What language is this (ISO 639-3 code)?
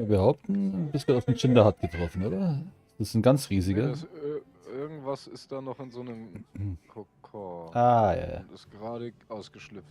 bar